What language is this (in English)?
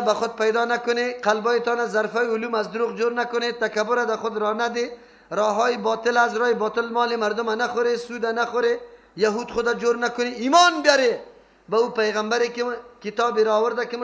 Persian